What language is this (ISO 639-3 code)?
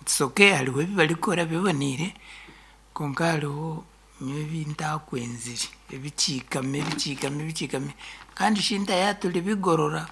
nyn